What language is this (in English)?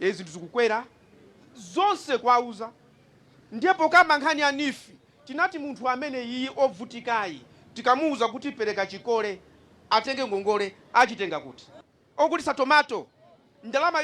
Nyanja